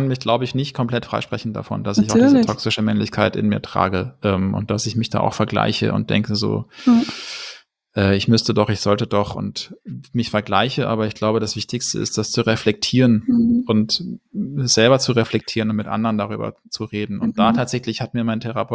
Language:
German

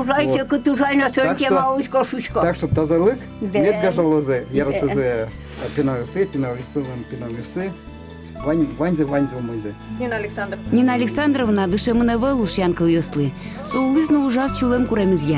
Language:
Udmurt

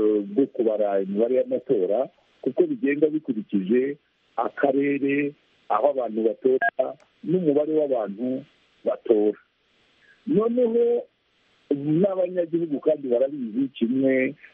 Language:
Kinyarwanda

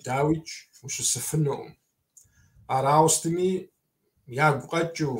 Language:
Kabardian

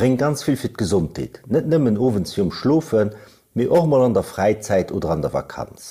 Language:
Luxembourgish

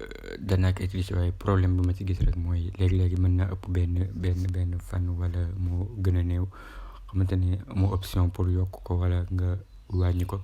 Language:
Wolof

